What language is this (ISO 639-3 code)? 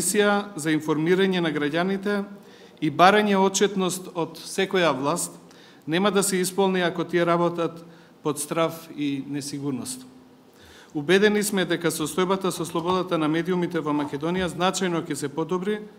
mkd